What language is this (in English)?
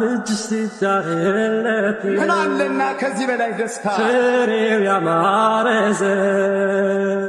Amharic